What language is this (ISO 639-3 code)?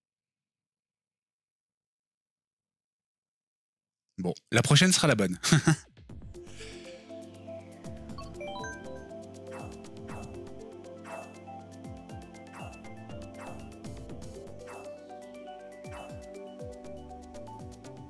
fra